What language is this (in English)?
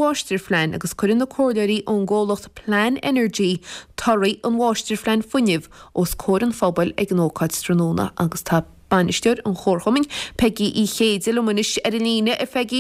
Irish